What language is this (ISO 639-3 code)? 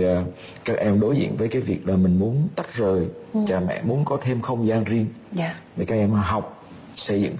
vie